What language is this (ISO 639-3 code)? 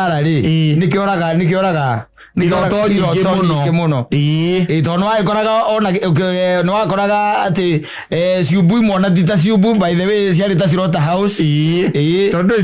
kik